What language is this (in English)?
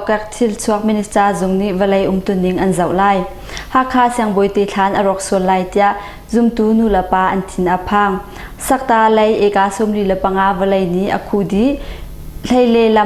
Hakha Chin